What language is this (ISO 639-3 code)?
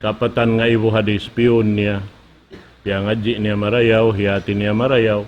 tsg